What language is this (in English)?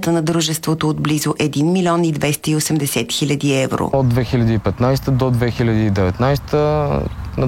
Bulgarian